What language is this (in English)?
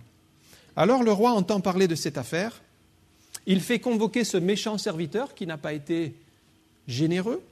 French